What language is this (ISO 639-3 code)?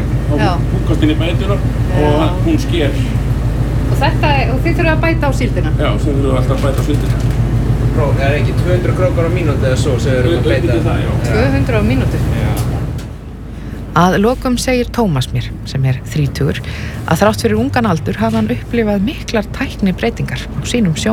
isl